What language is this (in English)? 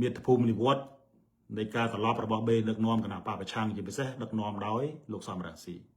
Khmer